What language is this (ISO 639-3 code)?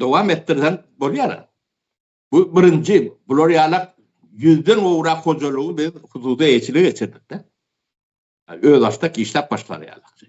tuk